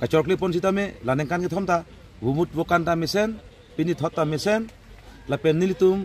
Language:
Karbi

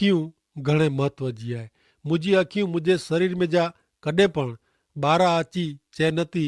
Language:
Kachhi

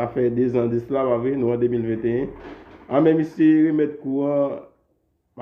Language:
Haitian Creole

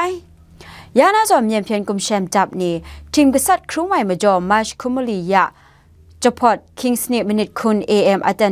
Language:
Kachin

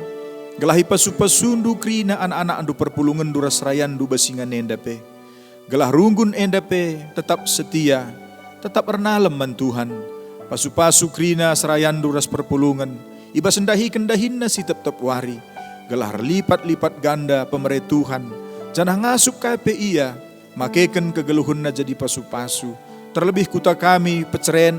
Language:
Batak Karo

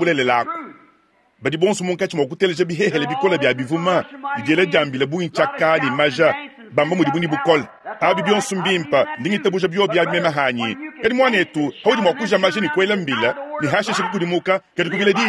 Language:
Luba-Lulua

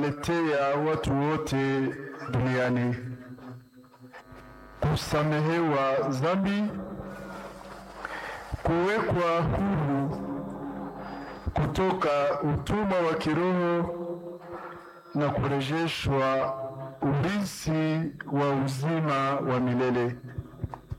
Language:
Swahili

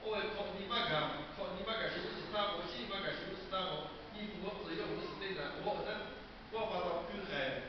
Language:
Lahu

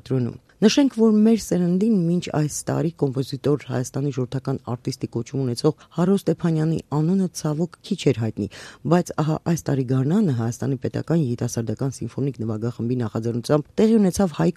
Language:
Armenian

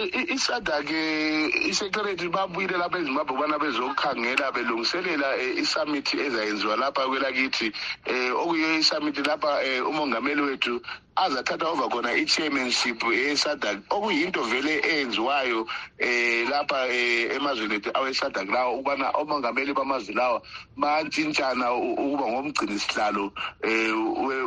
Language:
North Ndebele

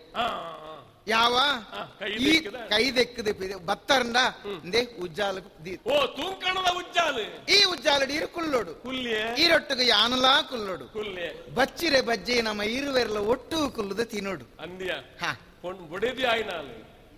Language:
Tulu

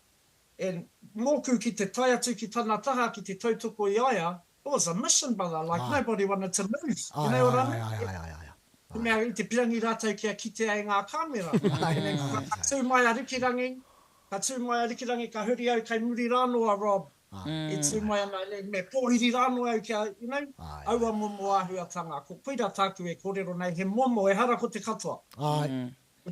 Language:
Māori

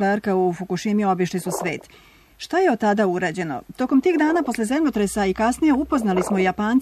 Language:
Serbian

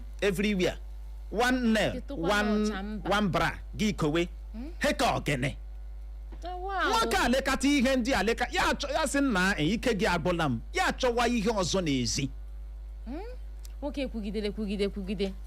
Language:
Igbo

